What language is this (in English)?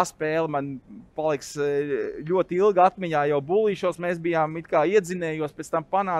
Latvian